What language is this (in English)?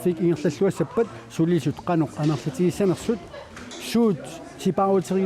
Kalaallisut